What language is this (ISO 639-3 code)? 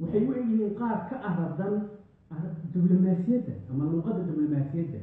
som